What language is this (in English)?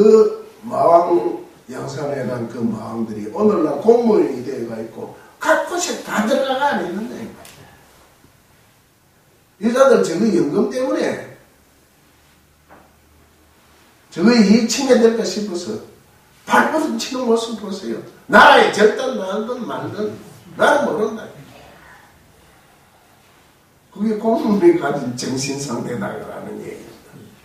Korean